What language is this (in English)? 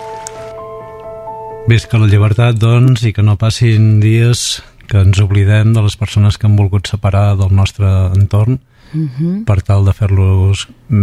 Catalan